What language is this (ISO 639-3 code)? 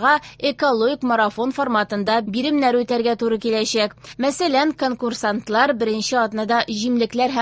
tat